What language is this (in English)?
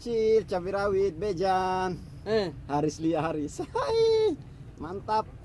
Ambonese Malay